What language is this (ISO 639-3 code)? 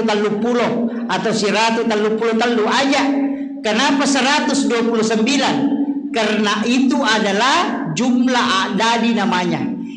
bug